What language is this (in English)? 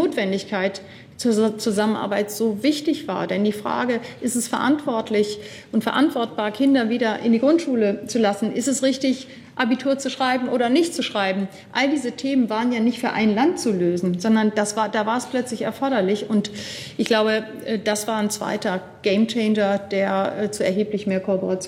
German